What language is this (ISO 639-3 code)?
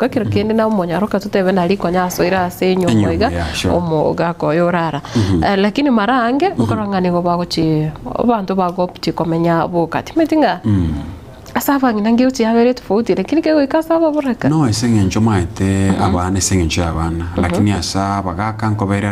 guz